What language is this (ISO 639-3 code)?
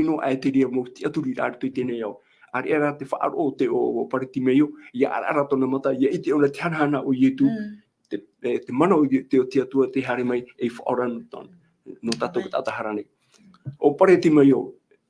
tah